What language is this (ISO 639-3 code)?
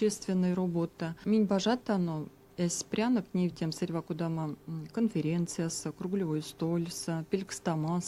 myv